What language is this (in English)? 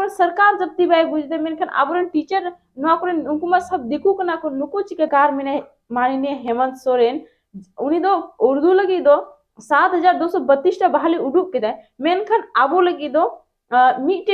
Santali